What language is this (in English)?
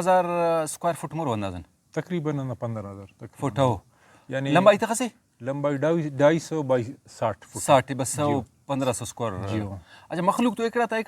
Brahui